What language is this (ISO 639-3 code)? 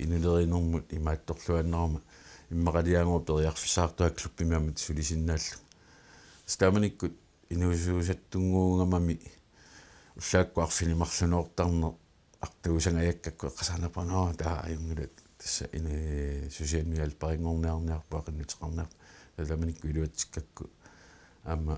kal